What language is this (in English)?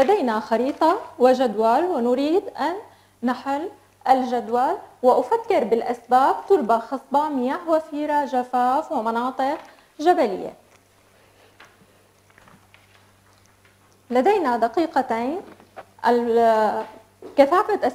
Arabic